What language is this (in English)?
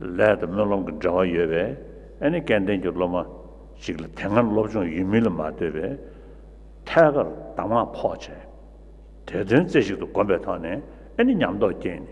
Tibetan